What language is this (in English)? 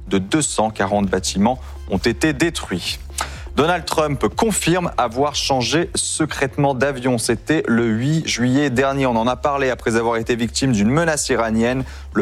French